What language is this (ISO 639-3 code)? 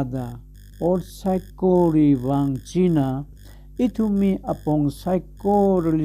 nmf